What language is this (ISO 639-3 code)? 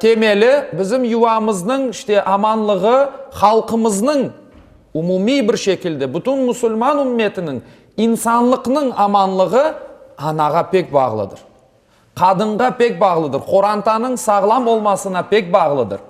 crh